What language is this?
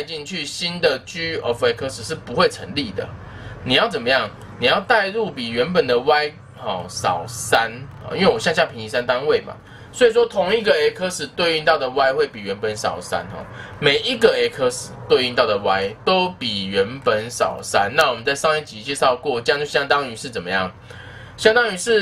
Chinese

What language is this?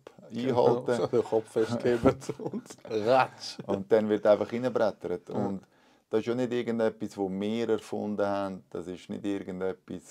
Swiss German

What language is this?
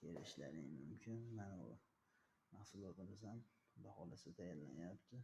Uzbek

